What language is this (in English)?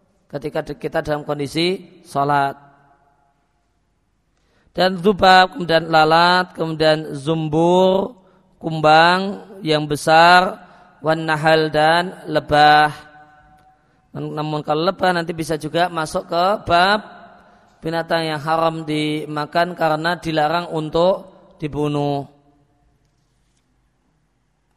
Indonesian